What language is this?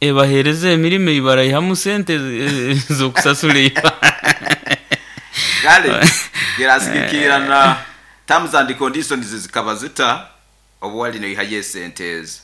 Nyoro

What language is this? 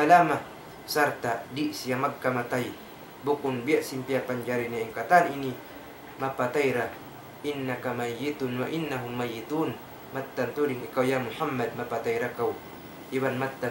Tausug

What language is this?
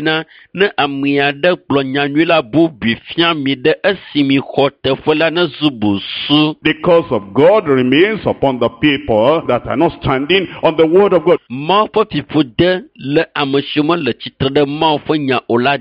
Ewe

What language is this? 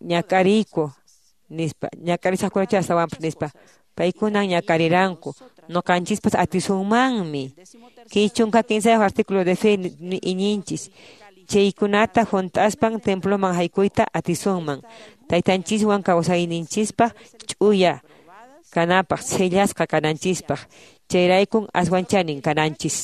Quechua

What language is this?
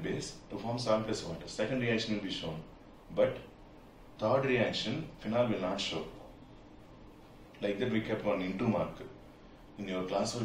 English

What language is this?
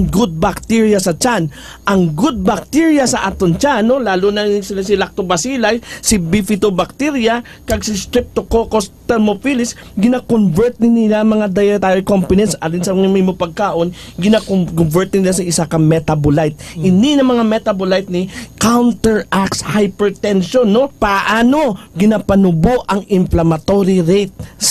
Hiligaynon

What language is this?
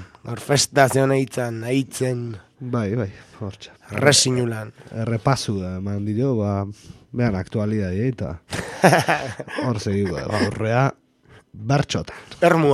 Basque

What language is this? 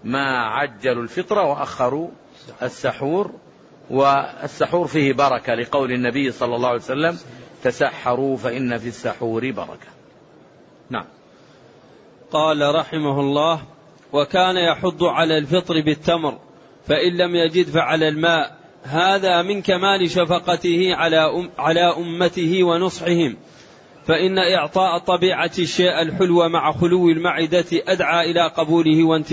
Arabic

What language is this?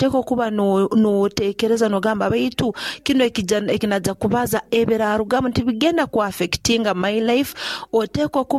Nyoro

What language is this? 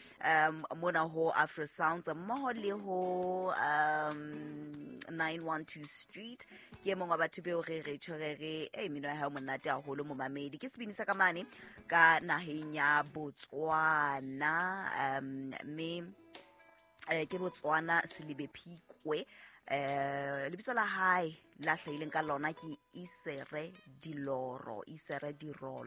Southern Sotho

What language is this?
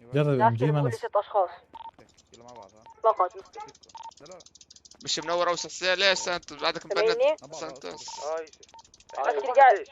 North Levantine Arabic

